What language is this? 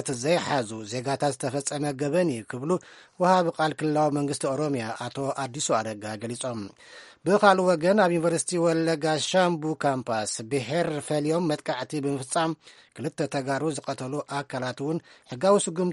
Tigrinya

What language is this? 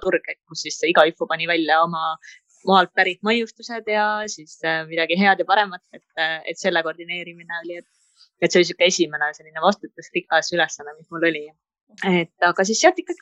Estonian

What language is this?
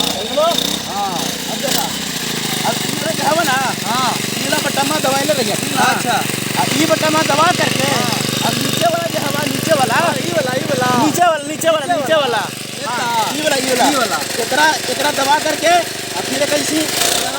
Magahi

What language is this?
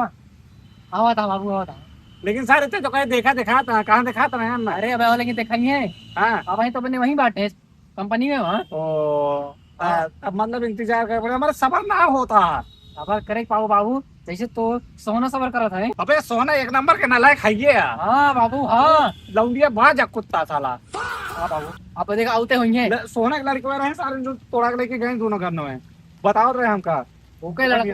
Awadhi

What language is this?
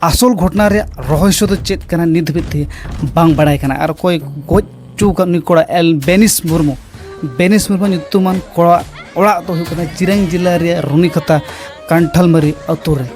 Santali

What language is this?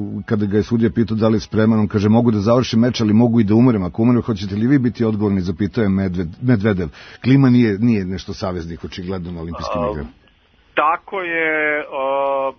Serbian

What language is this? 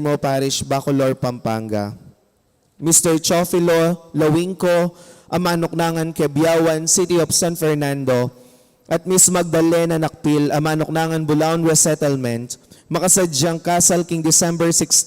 Pampanga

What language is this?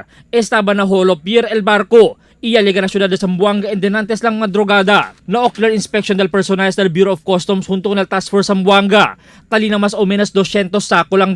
Chavacano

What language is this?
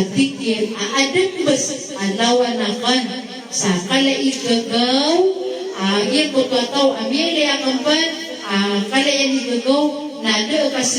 Maranao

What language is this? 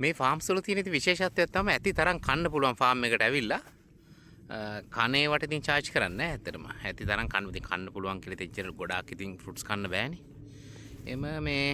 Sinhala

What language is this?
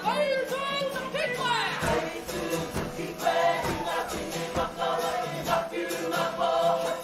Māori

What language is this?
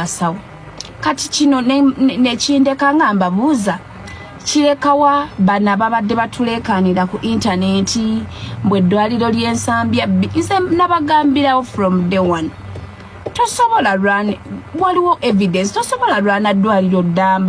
Ganda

